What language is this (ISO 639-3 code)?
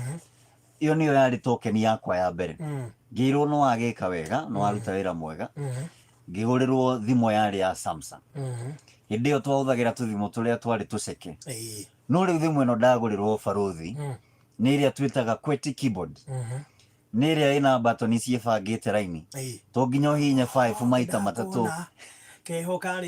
kik